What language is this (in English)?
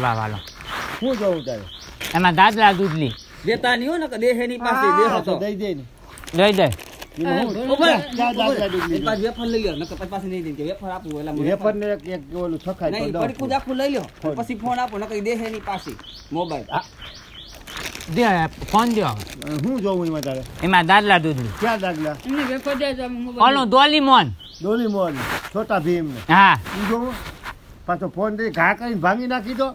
Gujarati